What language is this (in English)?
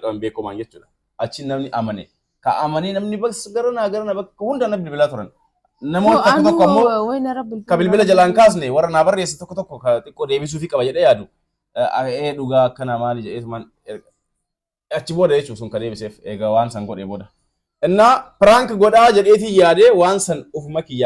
Oromo